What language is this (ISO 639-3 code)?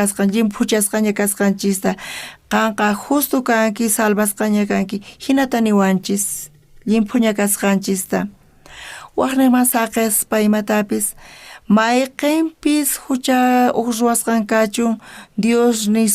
quh